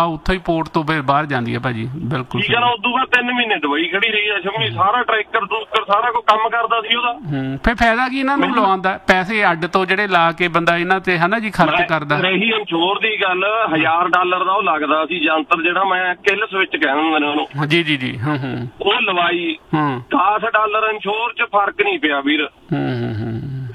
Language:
Punjabi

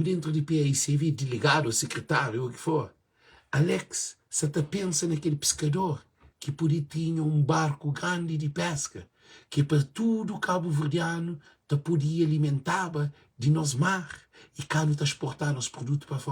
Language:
Kabuverdianu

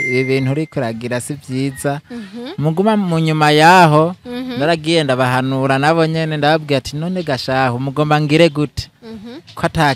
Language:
Rundi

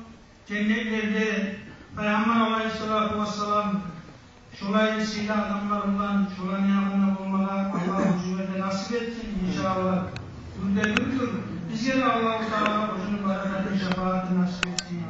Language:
Kumyk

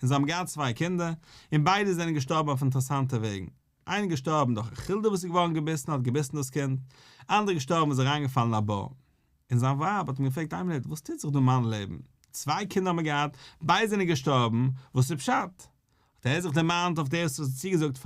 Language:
Yiddish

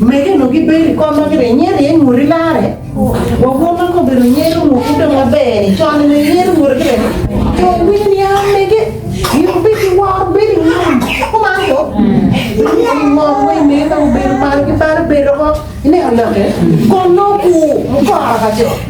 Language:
Acoli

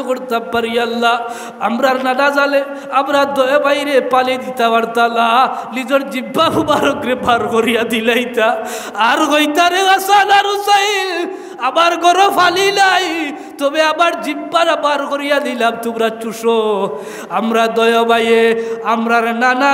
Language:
Sylheti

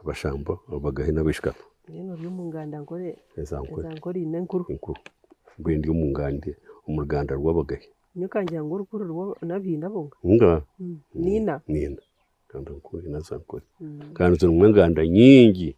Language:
Nyankole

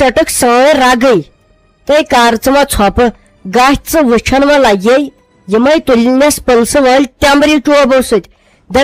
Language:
Kashmiri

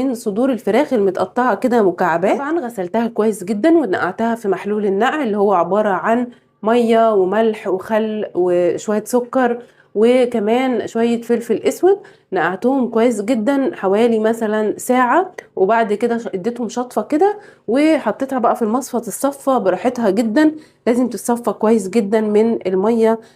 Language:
Egyptian Arabic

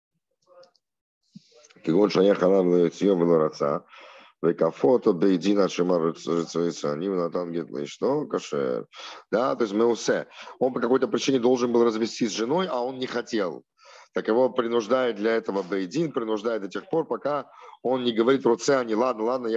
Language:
Russian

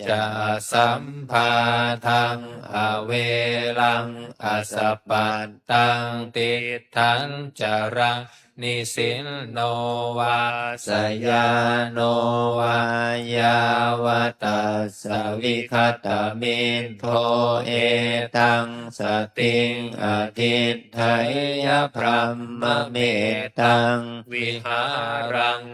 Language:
Pali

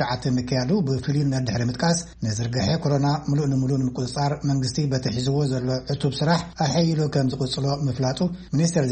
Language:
Tigrinya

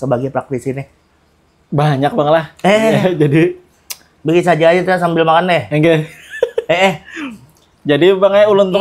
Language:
Banjar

